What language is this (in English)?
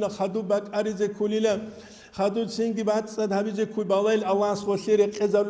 Avaric